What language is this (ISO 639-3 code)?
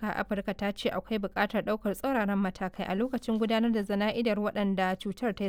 hau